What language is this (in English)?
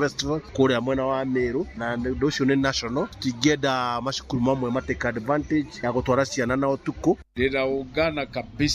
Kikuyu